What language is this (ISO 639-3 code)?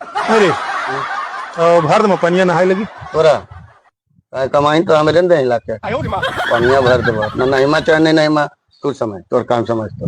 mag